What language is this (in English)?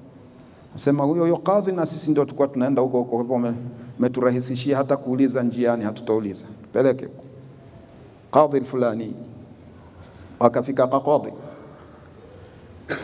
Swahili